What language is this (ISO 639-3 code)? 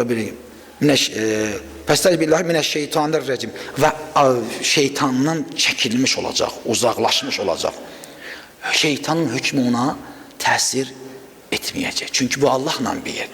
aze